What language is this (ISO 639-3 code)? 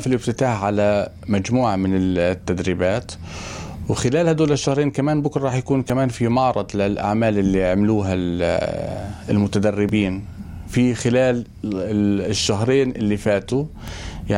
apc